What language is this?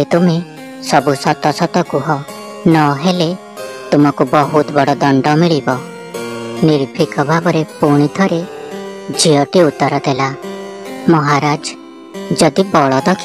Odia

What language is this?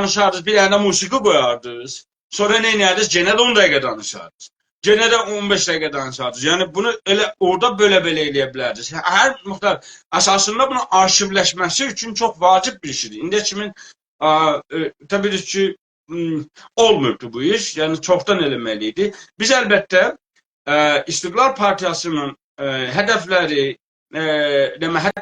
South Azerbaijani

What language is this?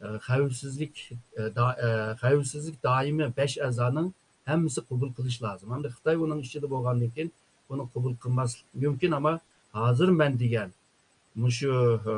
Uyghur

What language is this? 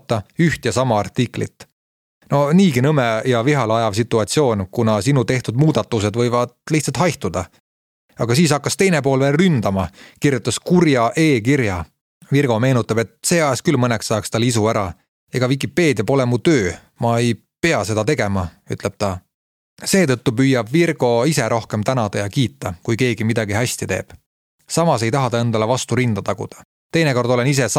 Estonian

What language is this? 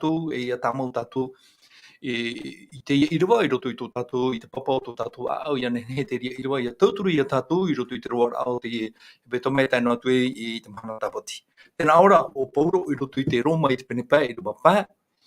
Tahitian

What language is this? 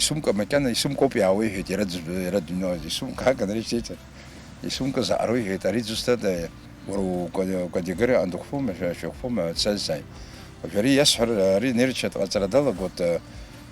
Abkhazian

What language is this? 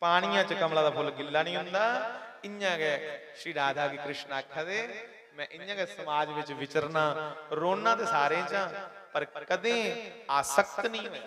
Dogri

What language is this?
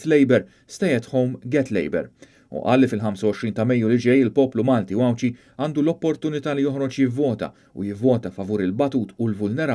Maltese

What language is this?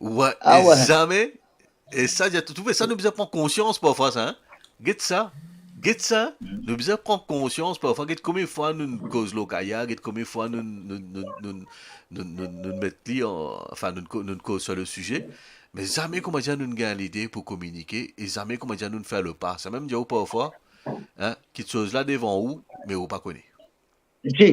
Morisyen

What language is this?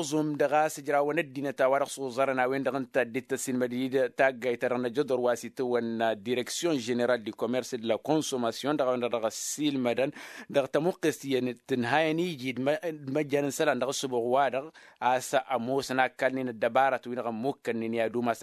Tamasheq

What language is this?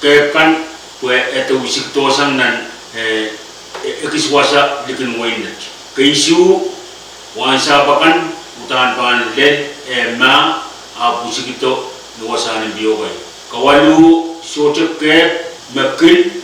Pohnpeian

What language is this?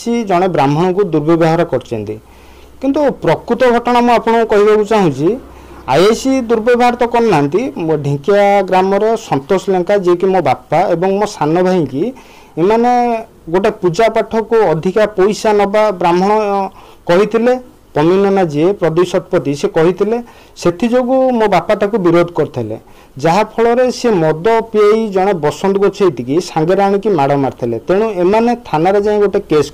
Odia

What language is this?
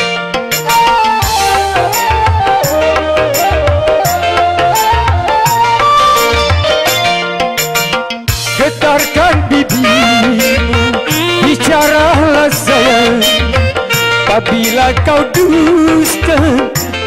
Malay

